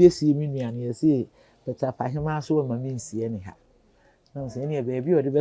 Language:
Akan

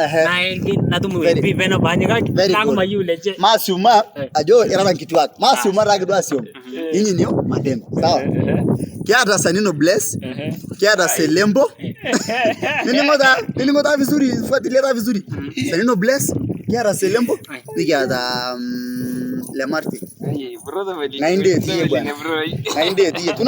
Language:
Masai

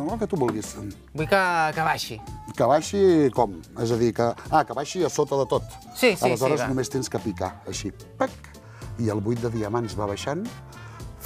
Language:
Catalan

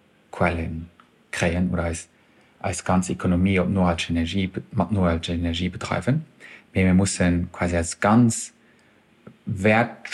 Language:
Luxembourgish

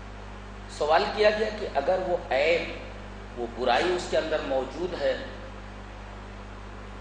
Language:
Urdu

